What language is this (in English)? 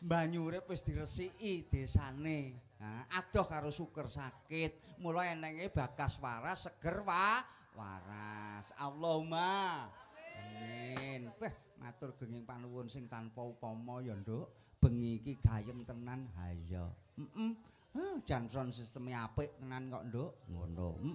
Javanese